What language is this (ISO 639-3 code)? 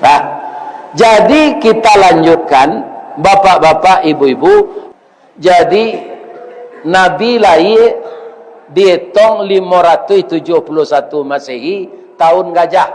min